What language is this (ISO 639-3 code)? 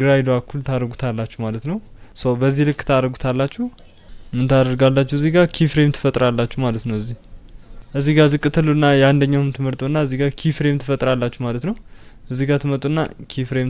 amh